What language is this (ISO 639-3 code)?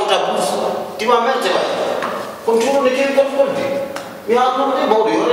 ful